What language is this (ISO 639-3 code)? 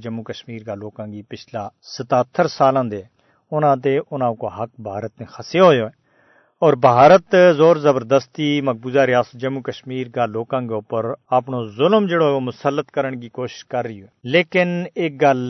gju